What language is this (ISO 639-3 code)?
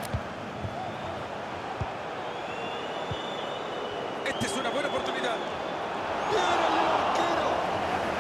spa